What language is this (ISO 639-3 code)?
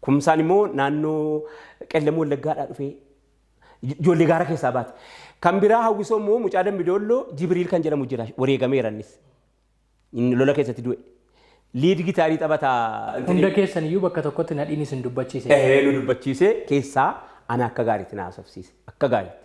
orm